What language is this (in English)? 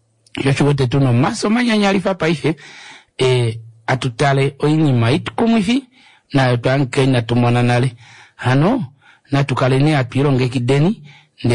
Kuanyama